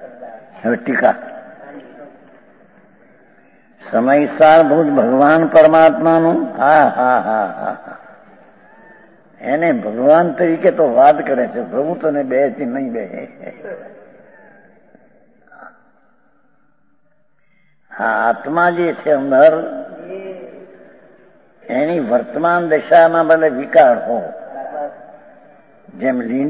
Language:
Gujarati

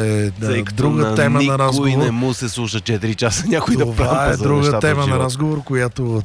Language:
Bulgarian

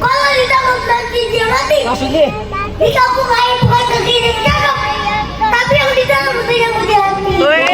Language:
Betawi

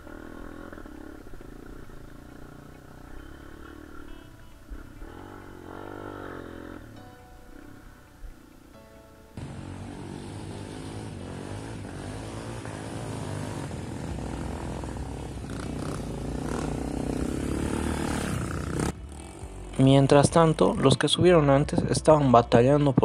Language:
Spanish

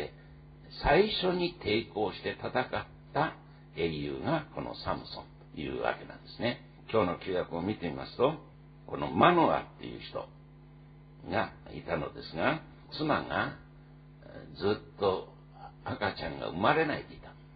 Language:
Japanese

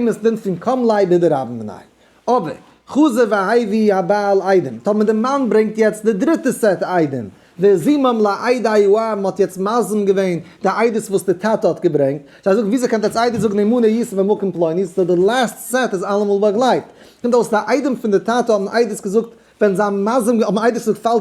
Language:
Yiddish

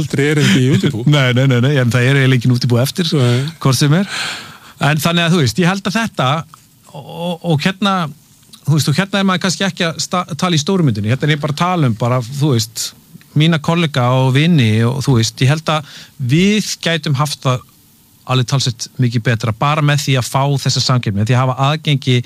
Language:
Icelandic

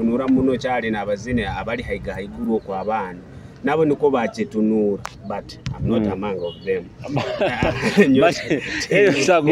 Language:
Nyoro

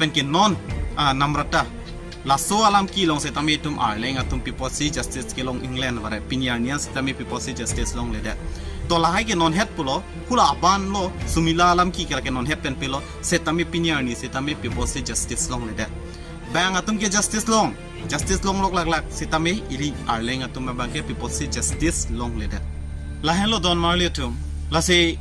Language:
Karbi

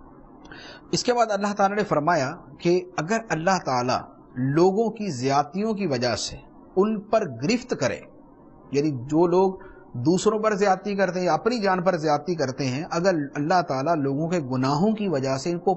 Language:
Urdu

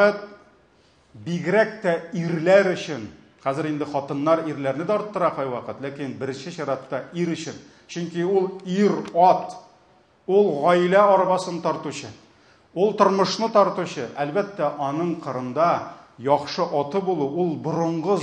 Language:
Tatar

